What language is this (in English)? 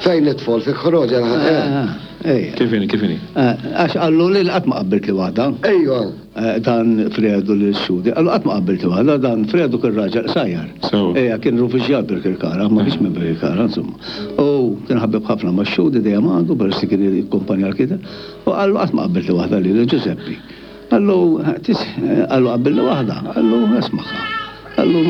Maltese